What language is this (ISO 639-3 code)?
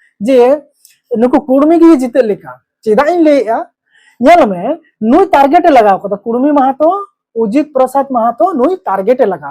sat